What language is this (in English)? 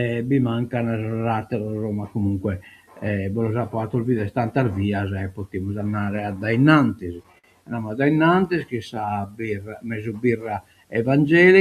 Sardinian